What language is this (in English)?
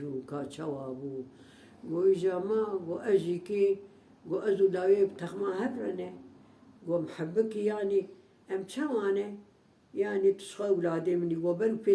Kurdish